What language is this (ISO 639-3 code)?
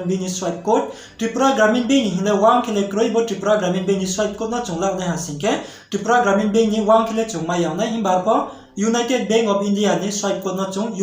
ria